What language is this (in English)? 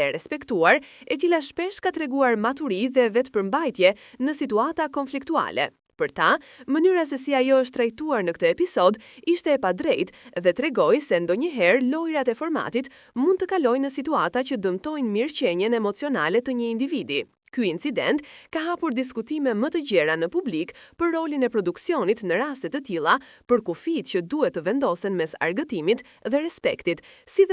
Albanian